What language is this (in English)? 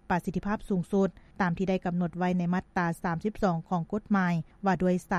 Lao